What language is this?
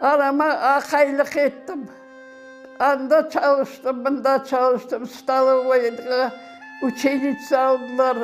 Crimean Tatar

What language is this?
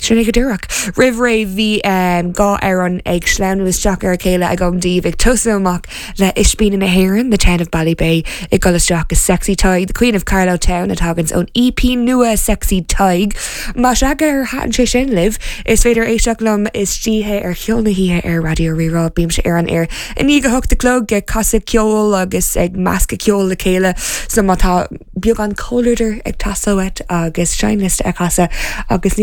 Irish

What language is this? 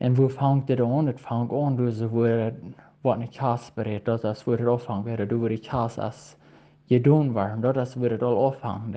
Plautdietsch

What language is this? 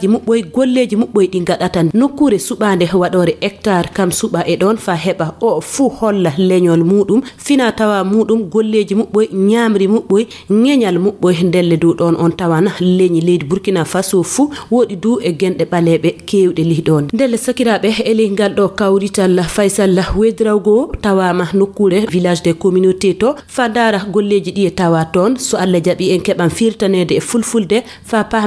Fula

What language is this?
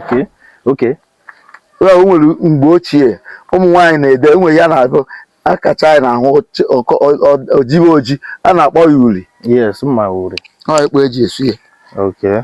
Igbo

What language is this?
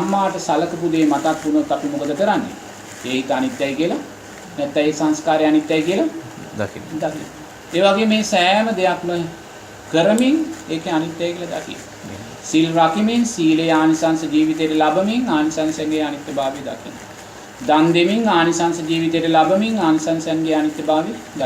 Sinhala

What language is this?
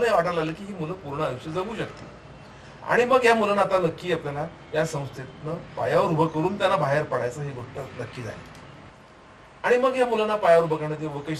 Marathi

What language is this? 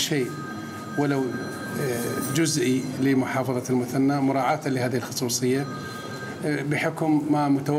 Mesopotamian Arabic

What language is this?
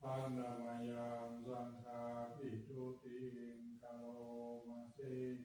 Pali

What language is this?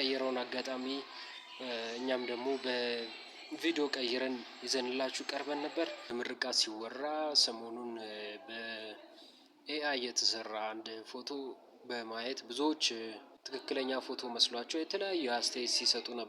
Amharic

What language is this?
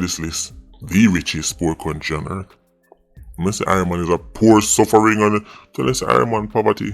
Jamaican Creole English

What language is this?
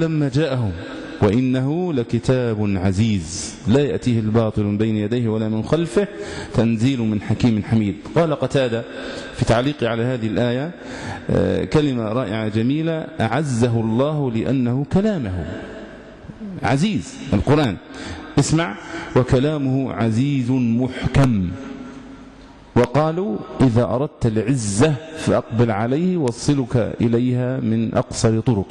Arabic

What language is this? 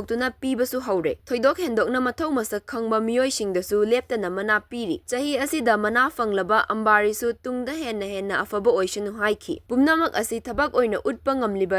Manipuri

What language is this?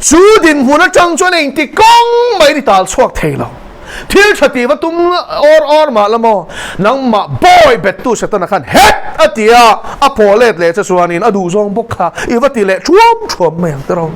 Mizo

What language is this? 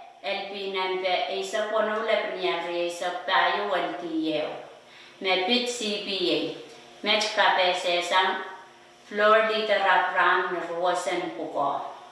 Pohnpeian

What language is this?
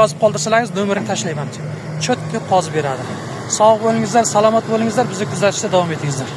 Uzbek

